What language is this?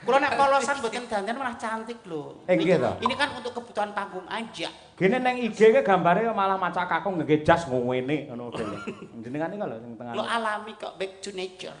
Javanese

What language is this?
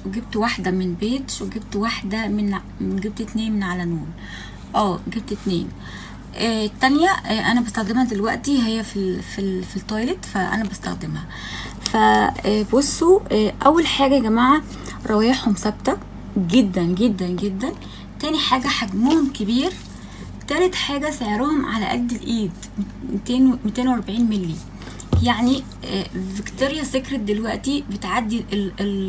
Egyptian Arabic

